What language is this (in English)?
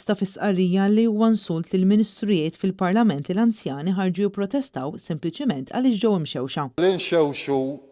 Maltese